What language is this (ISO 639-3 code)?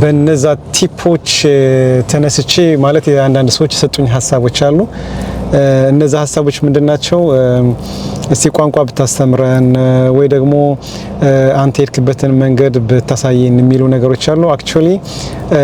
amh